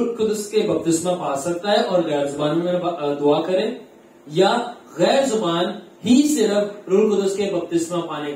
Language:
Urdu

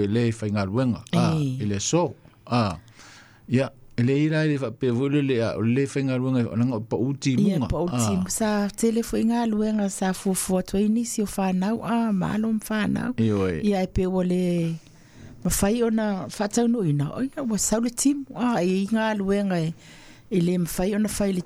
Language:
Samoan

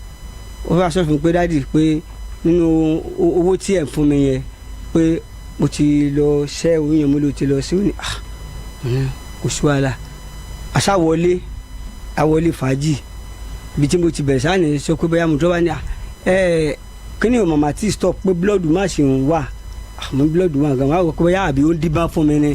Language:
Yoruba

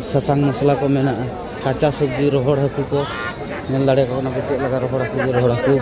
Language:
Santali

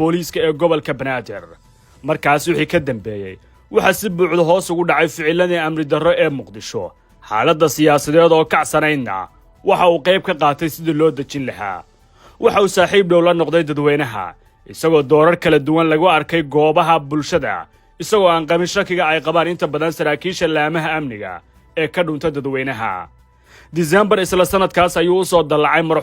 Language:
Somali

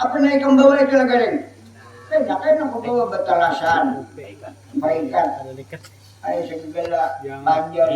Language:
Banjar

